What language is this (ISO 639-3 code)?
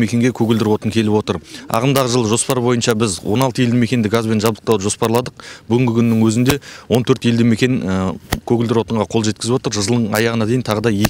kir